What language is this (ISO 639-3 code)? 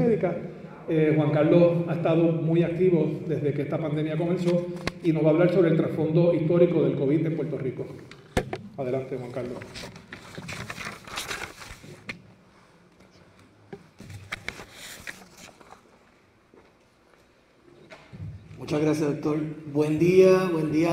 spa